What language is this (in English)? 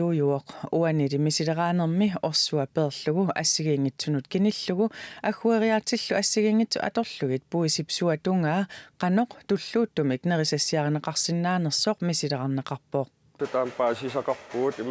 Kalaallisut